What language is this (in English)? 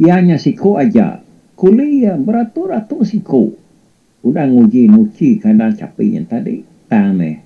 Iban